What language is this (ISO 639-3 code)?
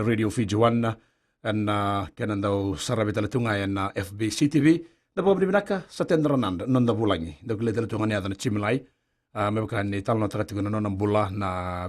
fij